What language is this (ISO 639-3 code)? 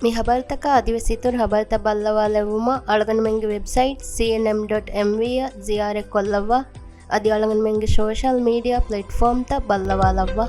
div